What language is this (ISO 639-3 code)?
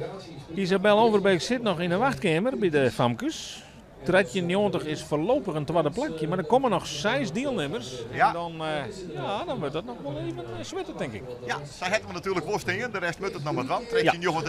fry